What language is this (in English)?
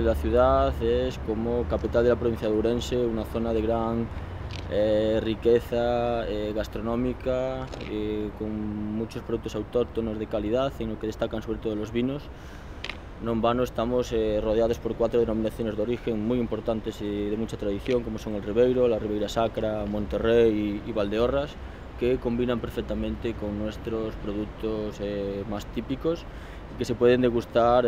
Spanish